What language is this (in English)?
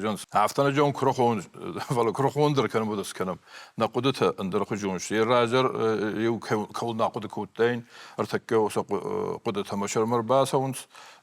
Ossetic